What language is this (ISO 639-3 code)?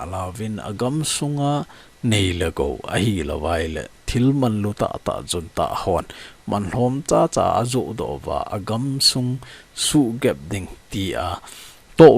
tcz